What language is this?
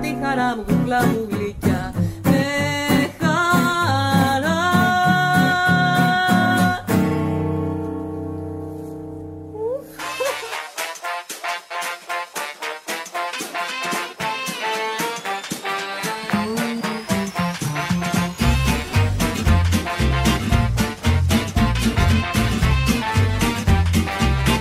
Greek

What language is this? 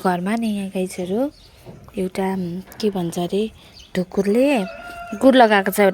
Nepali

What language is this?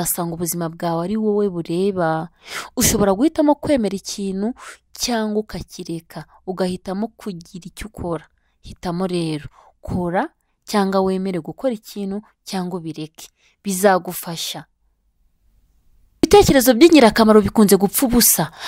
Kinyarwanda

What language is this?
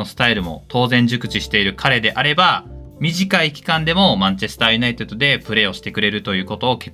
Japanese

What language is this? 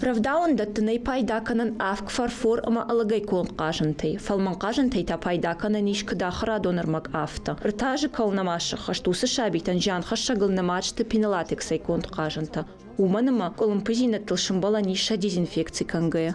Ossetic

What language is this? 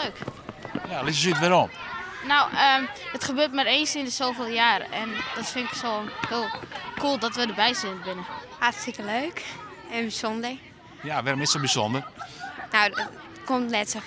Western Frisian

